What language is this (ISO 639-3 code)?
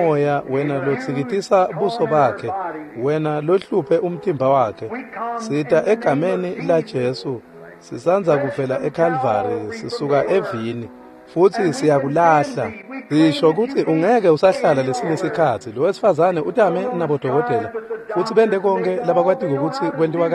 ssw